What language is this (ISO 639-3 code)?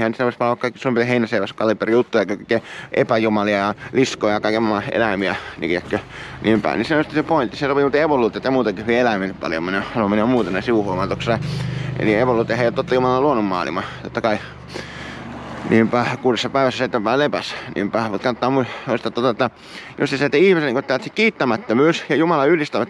fin